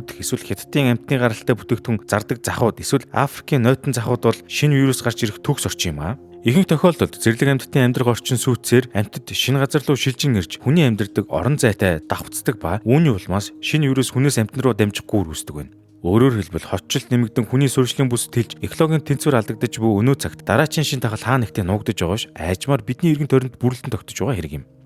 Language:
Mongolian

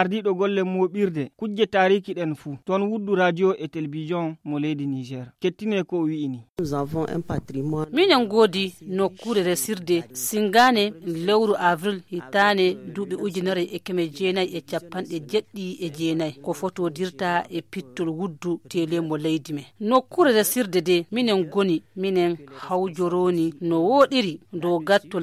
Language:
Fula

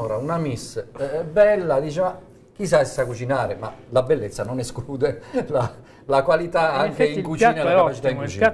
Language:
Italian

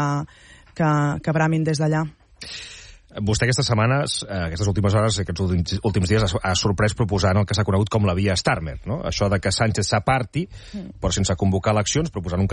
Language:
Catalan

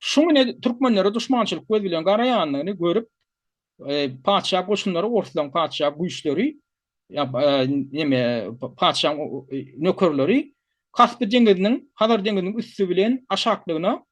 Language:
Turkmen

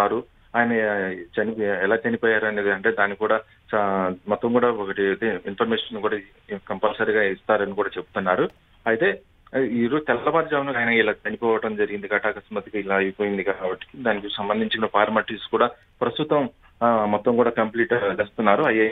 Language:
Telugu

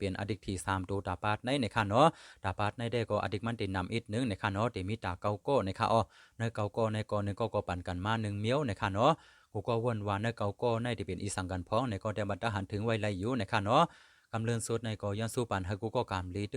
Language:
Shan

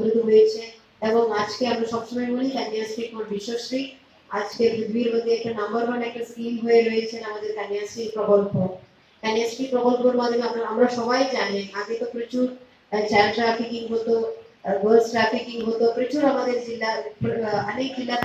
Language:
Bangla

